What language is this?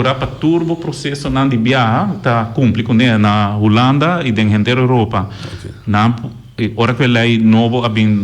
Papiamento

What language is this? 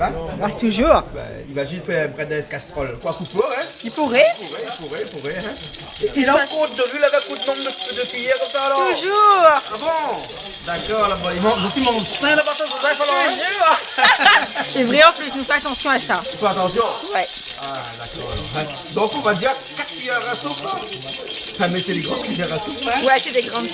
Réunion Creole French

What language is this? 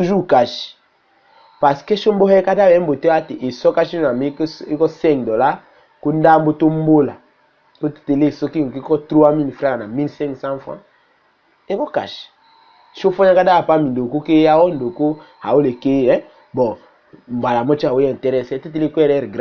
Tetela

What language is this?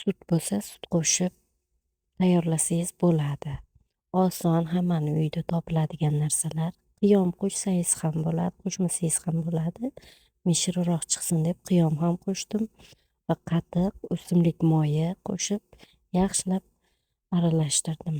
Uzbek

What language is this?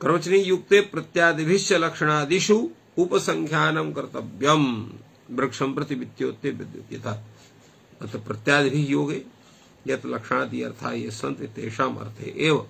Sanskrit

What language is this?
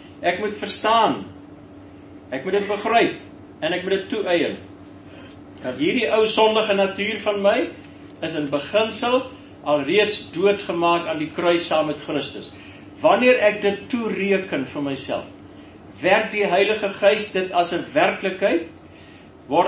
Afrikaans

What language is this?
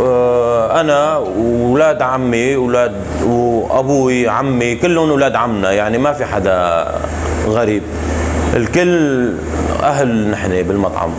North Levantine Arabic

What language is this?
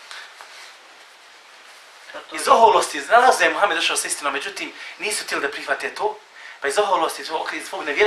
Bosnian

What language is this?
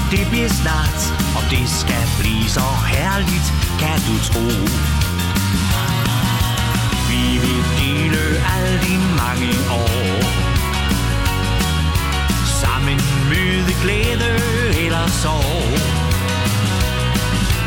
Danish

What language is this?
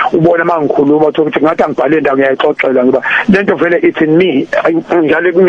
Zulu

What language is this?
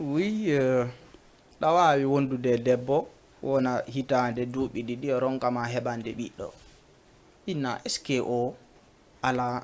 Fula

